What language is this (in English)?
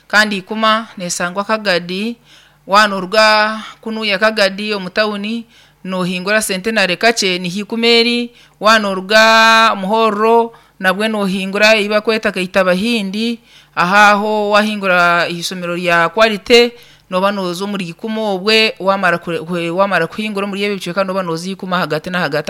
Nyankole